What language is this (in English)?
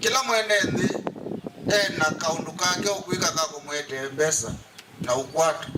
Kamba